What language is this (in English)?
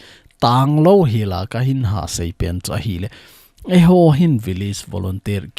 Thado Chin